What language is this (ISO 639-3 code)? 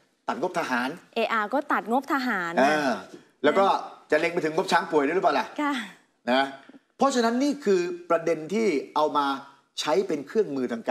tha